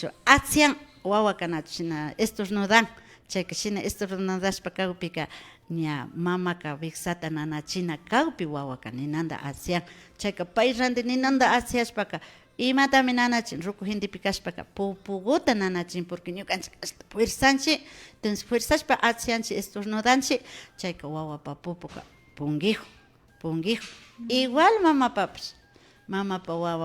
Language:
Imbabura Highland Quichua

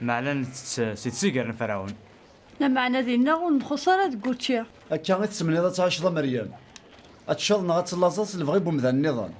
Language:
Kabyle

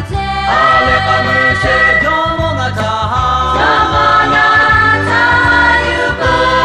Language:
Lahu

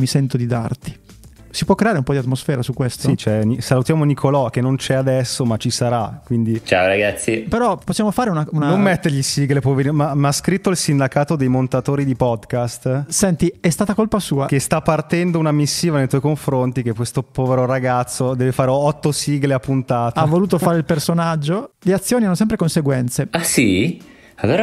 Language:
Italian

